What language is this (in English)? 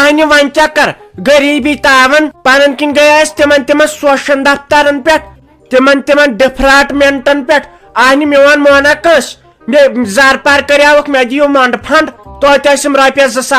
Kashmiri